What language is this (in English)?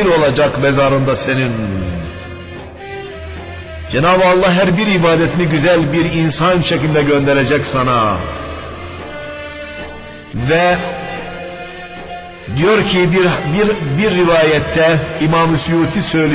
Turkish